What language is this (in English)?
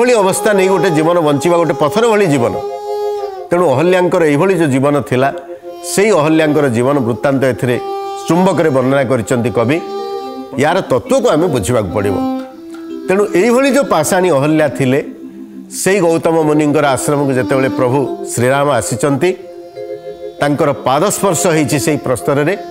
Odia